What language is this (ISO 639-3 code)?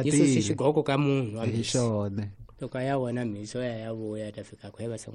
tso